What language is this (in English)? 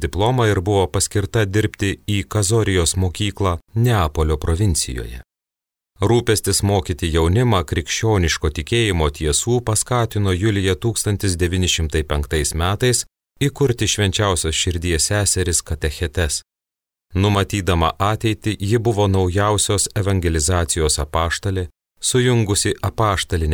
Lithuanian